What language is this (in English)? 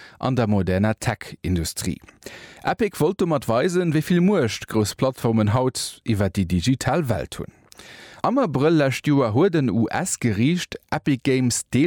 Luxembourgish